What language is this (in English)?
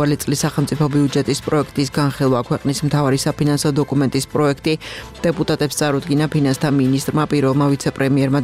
Georgian